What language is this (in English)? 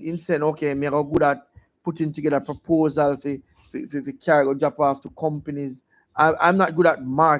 Jamaican Creole English